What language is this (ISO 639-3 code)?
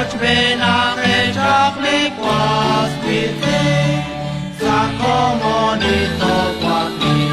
kek